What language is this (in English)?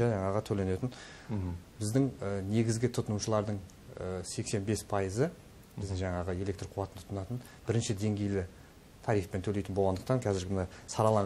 Kazakh